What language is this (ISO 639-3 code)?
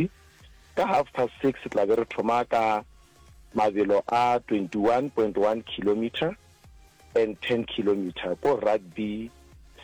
nso